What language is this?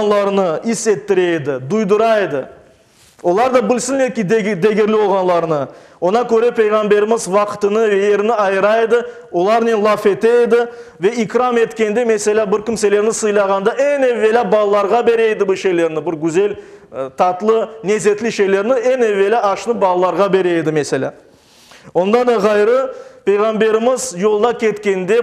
Crimean Tatar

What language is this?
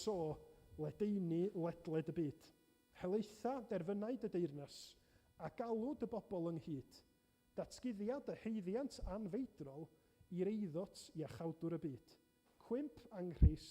Welsh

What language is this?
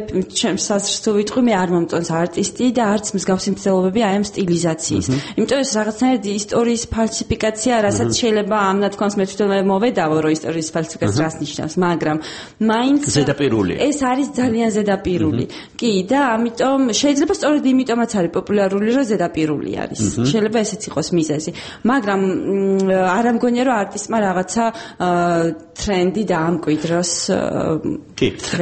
Georgian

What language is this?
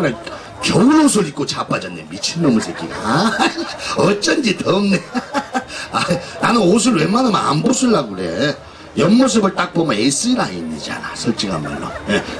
Korean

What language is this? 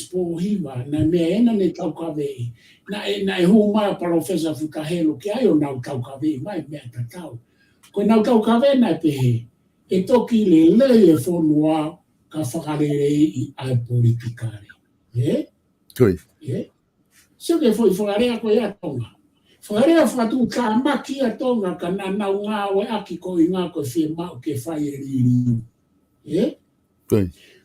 Tongan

